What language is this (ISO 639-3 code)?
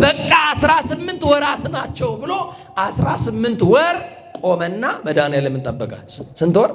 amh